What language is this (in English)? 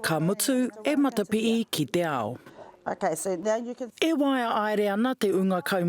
Māori